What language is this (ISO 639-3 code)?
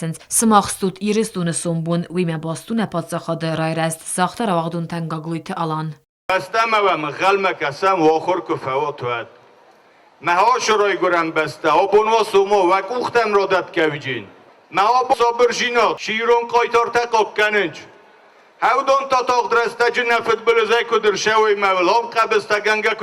oss